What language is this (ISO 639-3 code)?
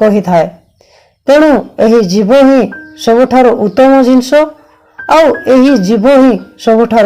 ori